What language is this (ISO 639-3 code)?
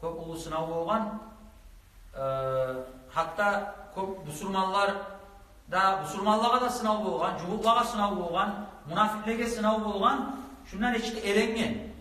kum